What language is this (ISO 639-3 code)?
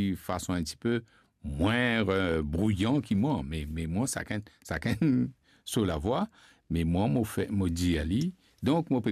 mfe